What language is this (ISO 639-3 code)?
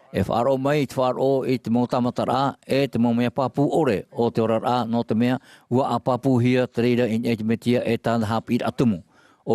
tah